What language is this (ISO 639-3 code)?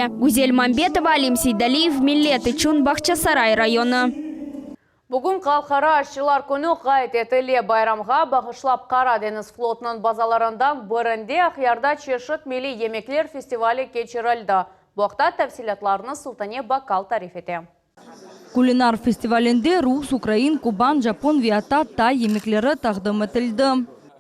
crh